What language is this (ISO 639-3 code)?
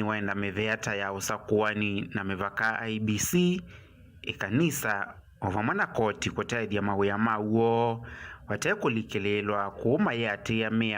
kam